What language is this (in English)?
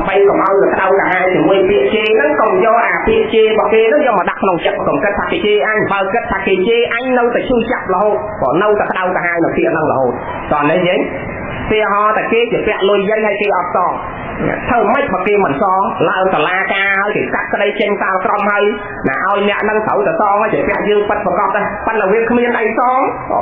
Khmer